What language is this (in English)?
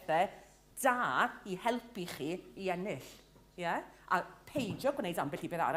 Welsh